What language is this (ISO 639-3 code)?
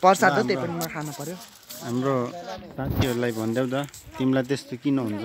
nep